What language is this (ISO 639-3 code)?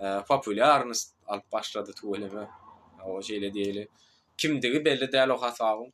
tuk